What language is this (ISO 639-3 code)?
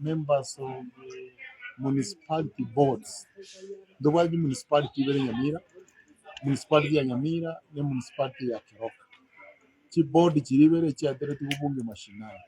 guz